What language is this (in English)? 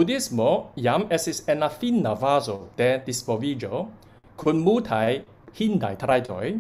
Esperanto